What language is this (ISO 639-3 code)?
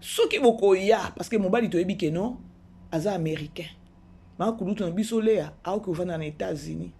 lin